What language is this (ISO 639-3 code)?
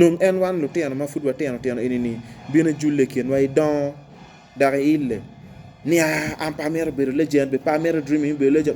ach